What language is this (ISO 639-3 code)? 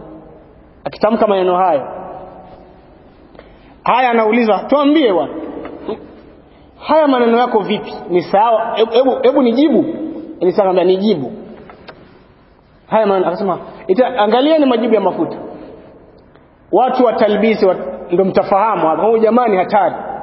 swa